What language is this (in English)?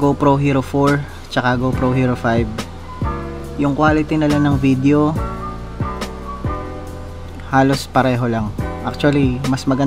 Filipino